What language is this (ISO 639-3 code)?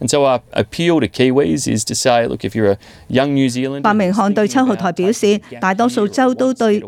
yue